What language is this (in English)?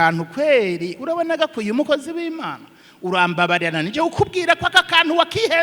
Rundi